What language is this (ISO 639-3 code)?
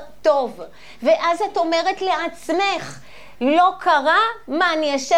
heb